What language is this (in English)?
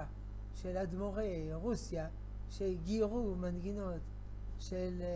Hebrew